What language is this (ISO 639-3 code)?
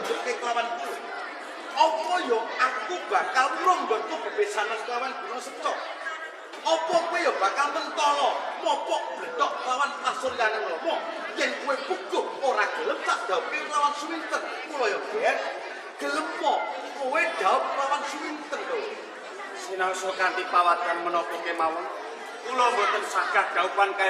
jav